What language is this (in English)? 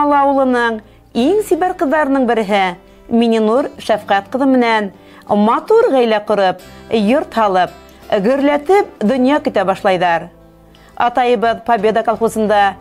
Bashkir